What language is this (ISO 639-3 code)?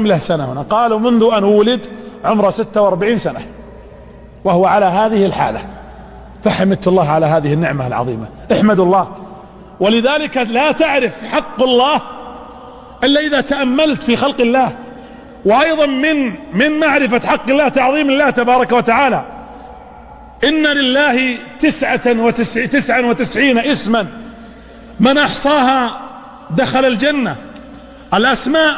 ara